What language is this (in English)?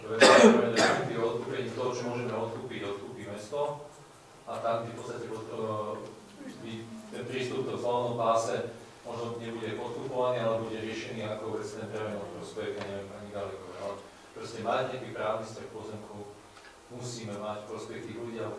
Slovak